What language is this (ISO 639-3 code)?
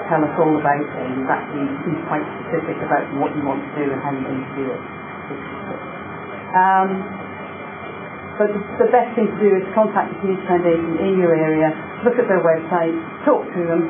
eng